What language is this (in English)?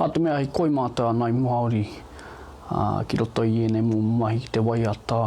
Māori